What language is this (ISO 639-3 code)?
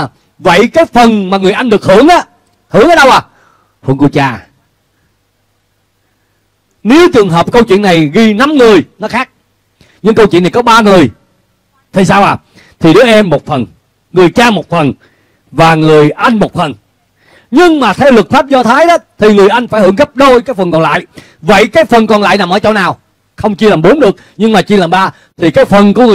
vie